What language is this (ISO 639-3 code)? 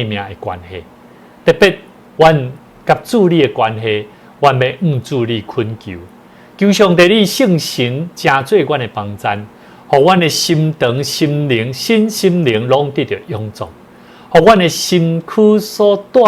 nan